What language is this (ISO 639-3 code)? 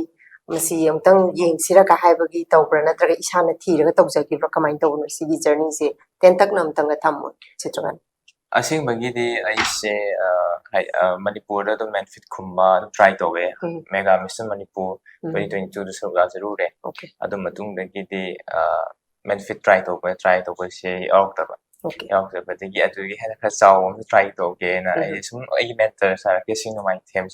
mni